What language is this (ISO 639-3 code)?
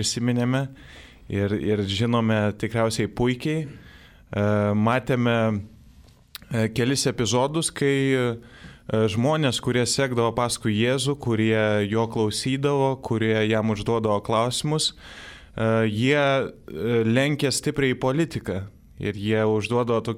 lit